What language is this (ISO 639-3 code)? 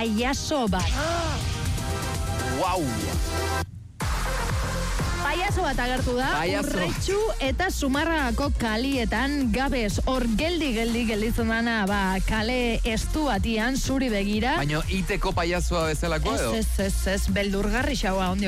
eus